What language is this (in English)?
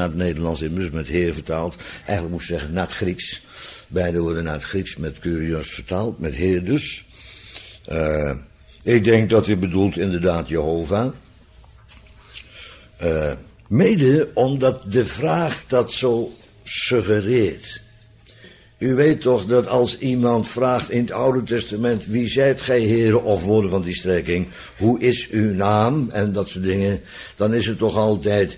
Dutch